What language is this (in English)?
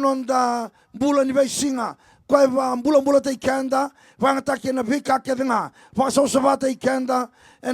Fijian